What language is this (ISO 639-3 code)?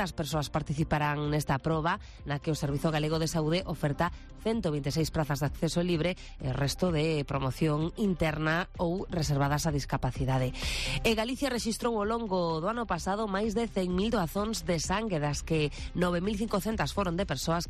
glg